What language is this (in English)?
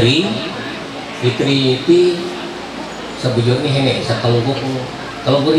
Ma'anyan